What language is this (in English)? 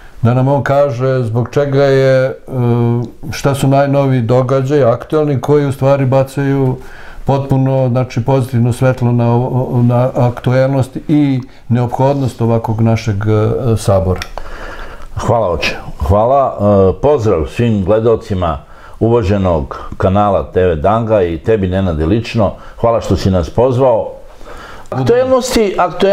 Serbian